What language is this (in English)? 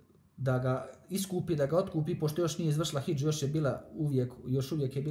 Bosnian